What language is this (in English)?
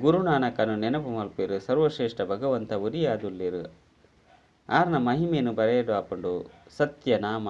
Tulu